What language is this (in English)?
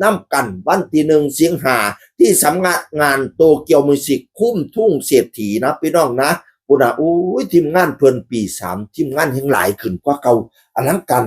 Northeastern Thai